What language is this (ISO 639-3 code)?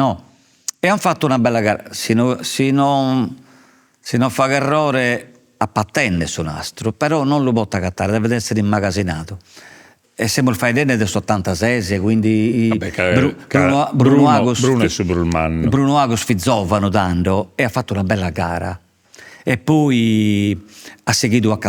srd